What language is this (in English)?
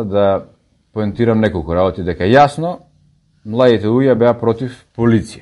Macedonian